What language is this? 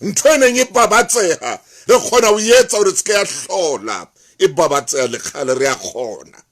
Southern Sotho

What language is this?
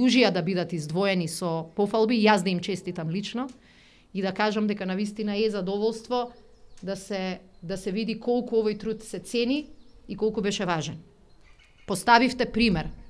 Macedonian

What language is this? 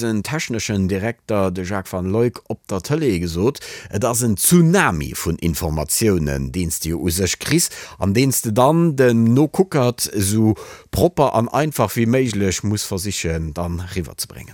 Luxembourgish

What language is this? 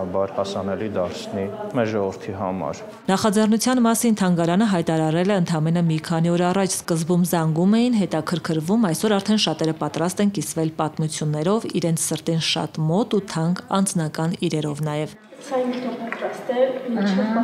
Armenian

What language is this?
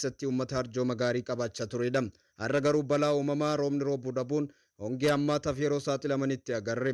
Oromo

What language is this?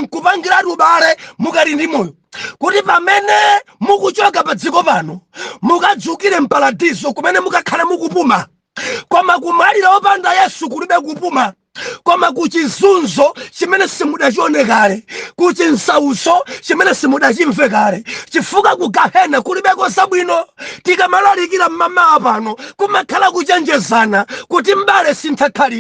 Nyanja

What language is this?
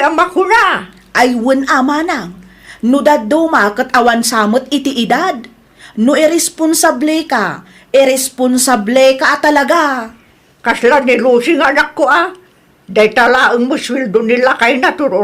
Iloko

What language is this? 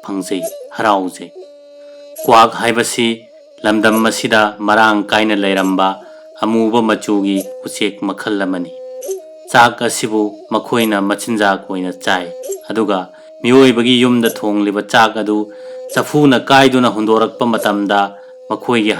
Manipuri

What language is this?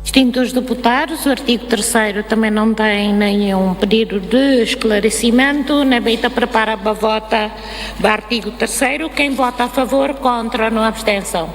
Tetum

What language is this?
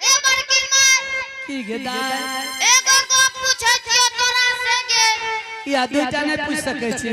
Angika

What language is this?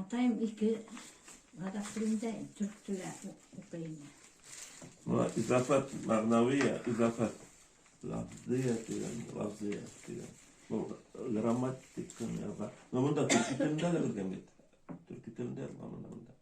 Bashkir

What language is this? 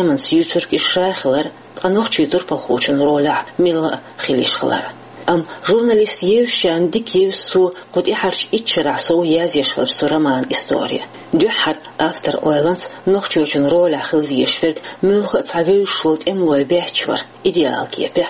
Chechen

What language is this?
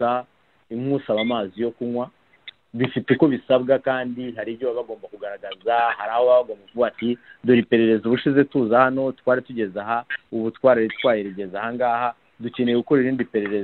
Kinyarwanda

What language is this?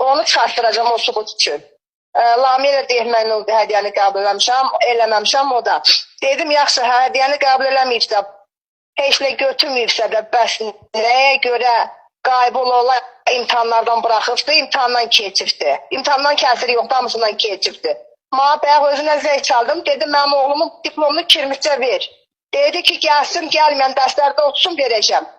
Azerbaijani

